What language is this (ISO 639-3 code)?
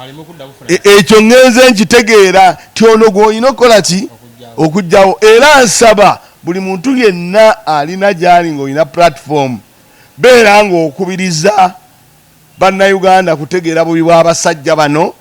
lug